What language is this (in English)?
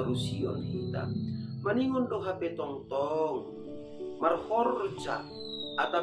Batak Simalungun